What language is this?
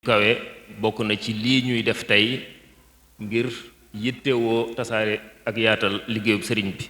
Wolof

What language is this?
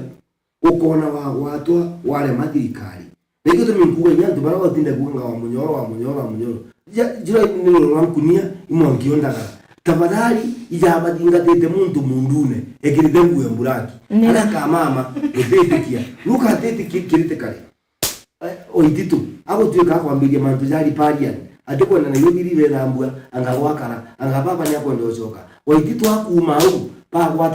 Meru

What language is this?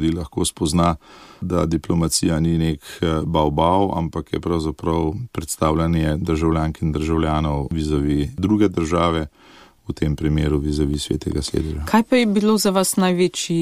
Slovenian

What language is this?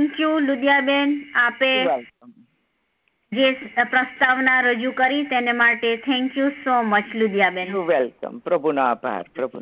Gujarati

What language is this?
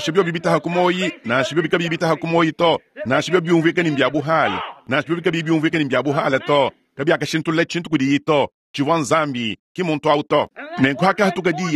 Luba-Lulua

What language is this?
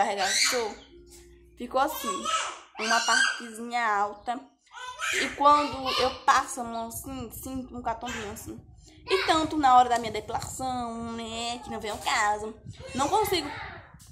Portuguese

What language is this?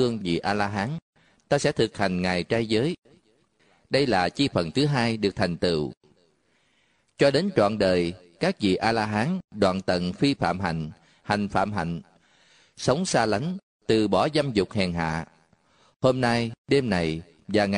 Vietnamese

